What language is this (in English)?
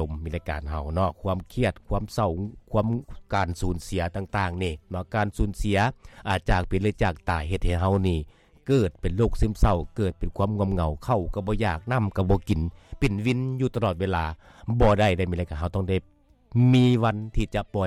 Lao